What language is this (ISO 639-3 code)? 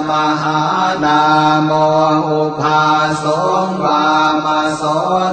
pli